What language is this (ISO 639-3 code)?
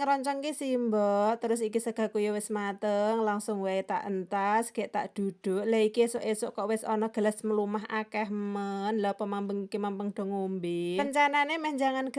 jav